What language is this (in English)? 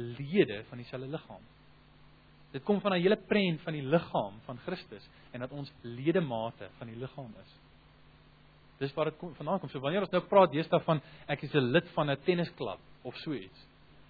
Afrikaans